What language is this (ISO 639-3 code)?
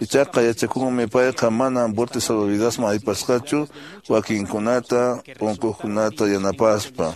que